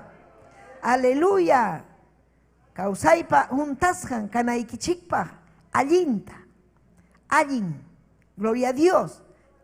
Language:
Ayacucho Quechua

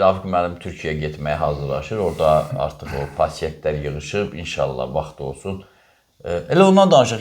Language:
Azerbaijani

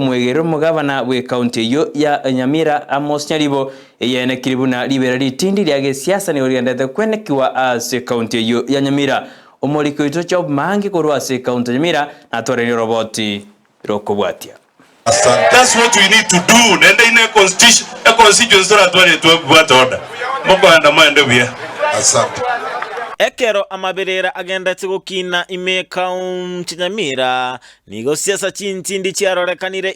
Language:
Gusii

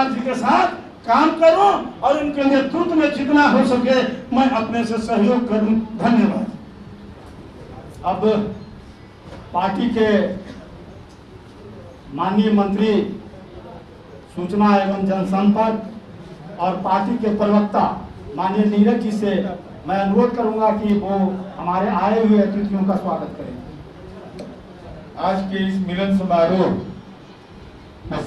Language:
Hindi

